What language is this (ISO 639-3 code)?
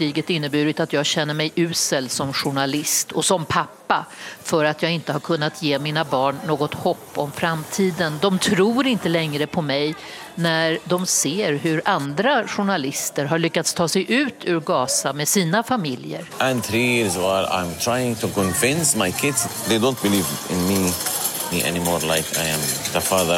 swe